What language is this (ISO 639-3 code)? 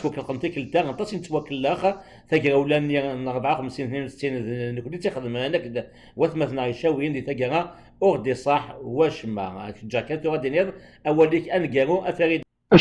kab